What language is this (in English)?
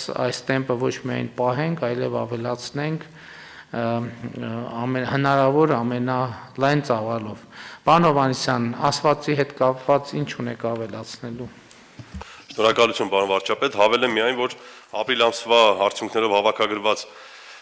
Armenian